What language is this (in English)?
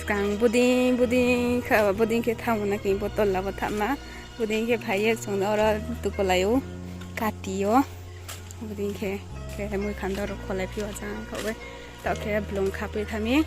Riang (India)